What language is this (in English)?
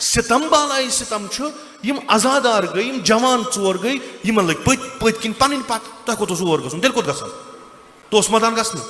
Kashmiri